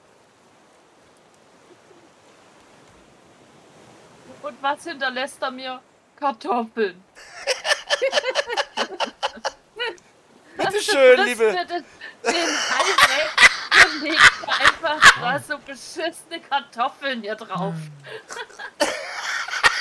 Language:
German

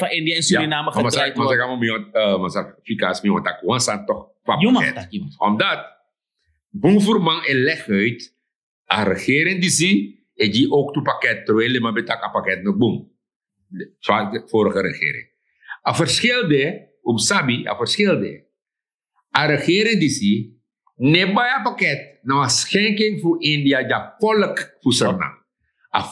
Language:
Sranan Tongo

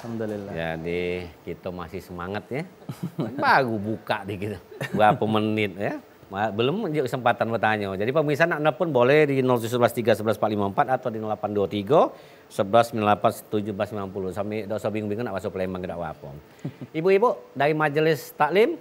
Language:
Musi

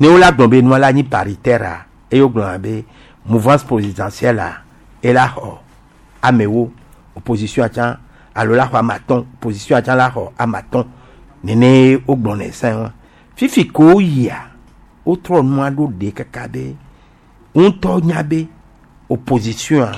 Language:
Gen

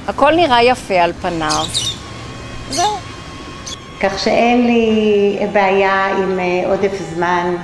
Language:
Hebrew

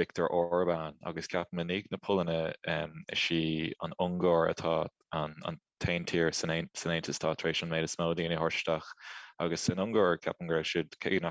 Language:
Irish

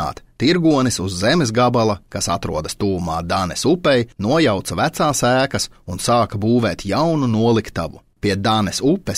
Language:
Latvian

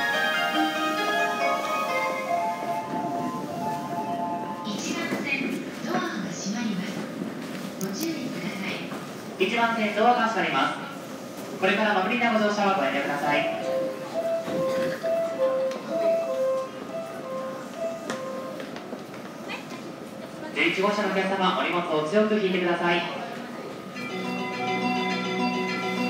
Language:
Japanese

